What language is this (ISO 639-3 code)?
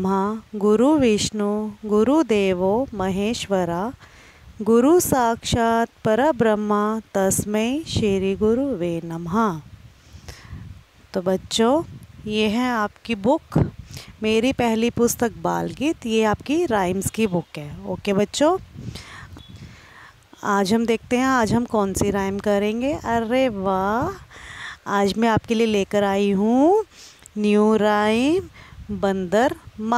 hin